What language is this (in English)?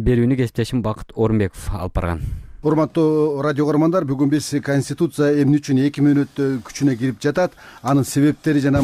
Kyrgyz